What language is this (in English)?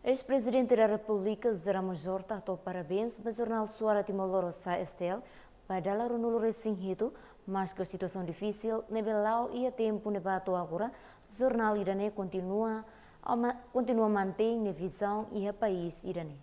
Tetum